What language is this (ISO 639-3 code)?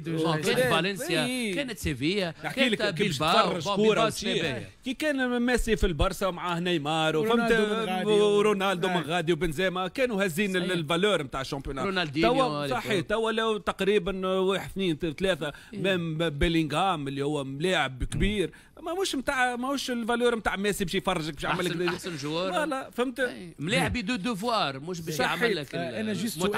aeb